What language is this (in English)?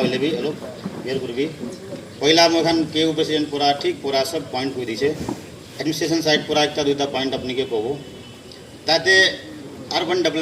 Naga Pidgin